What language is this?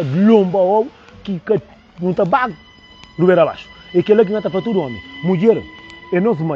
Kabuverdianu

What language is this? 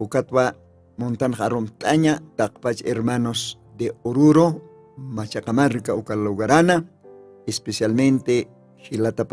Aymara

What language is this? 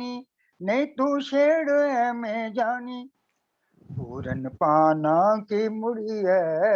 Dogri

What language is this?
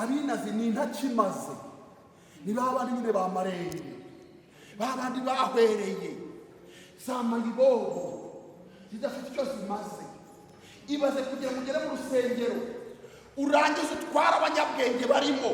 Kinyarwanda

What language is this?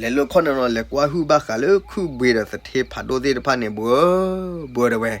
S'gaw Karen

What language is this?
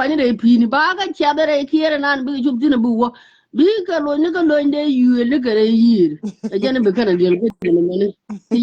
Nuer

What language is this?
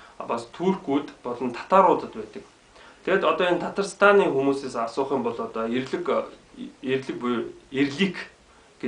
Mongolian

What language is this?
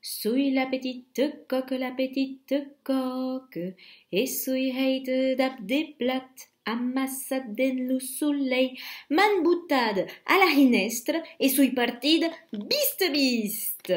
Occitan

